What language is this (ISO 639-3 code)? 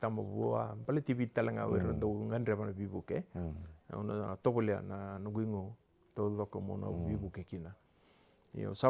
fij